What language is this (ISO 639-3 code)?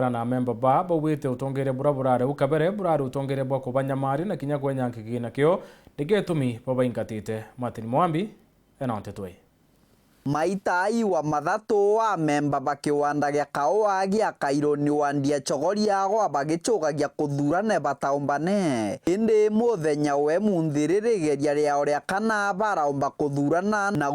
mer